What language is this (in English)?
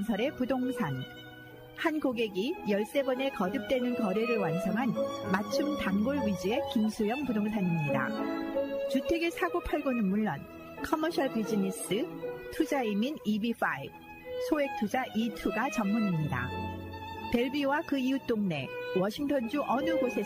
Korean